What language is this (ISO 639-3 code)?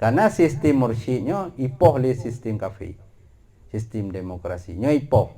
ace